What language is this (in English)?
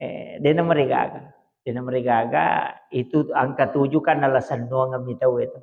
Buginese